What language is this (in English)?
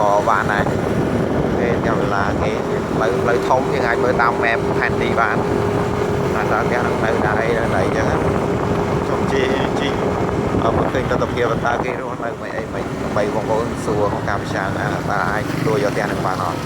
Khmer